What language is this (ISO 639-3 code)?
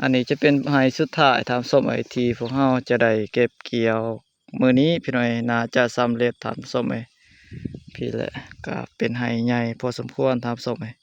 lao